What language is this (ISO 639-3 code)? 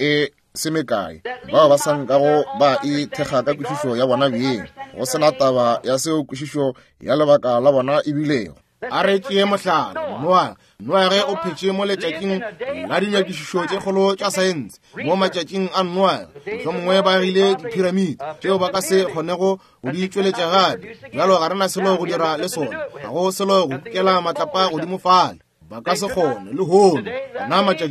nso